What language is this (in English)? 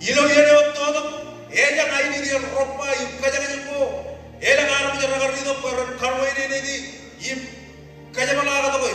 Marshallese